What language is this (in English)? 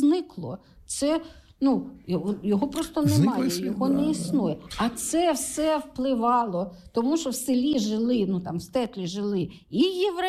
Ukrainian